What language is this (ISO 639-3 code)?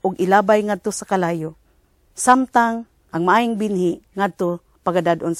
ceb